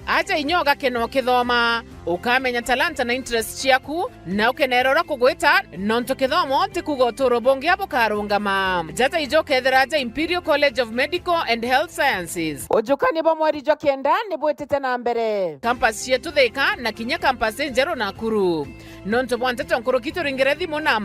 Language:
Meru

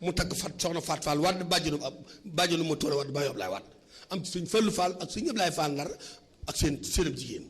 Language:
Wolof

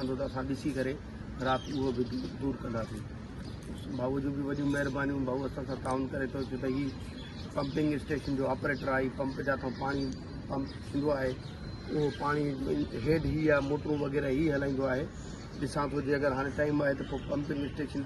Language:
Sindhi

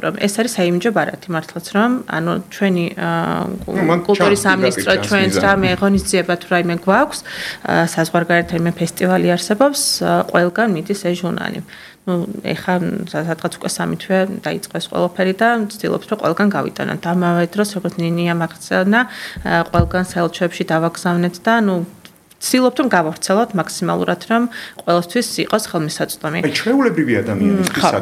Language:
Georgian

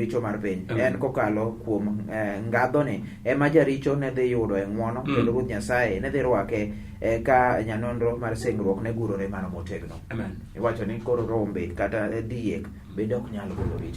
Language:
Luo (Kenya and Tanzania)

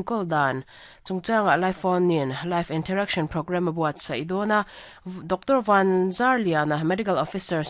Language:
Mizo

